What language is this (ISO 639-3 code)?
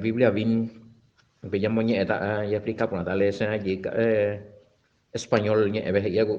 grn